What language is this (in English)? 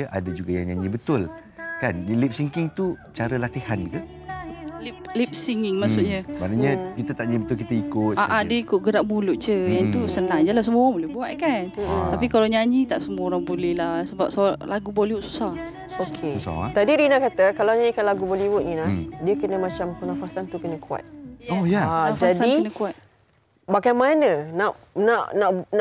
Malay